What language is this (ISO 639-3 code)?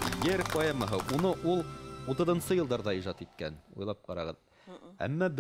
bak